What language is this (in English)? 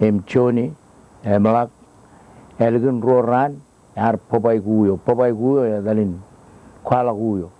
Marshallese